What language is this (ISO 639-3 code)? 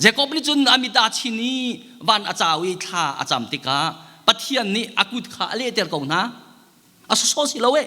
cnh